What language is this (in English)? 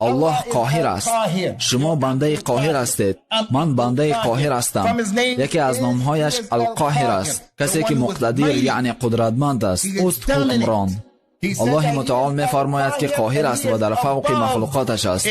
Persian